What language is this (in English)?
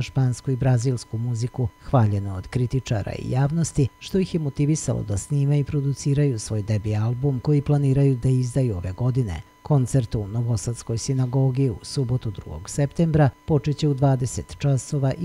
Serbian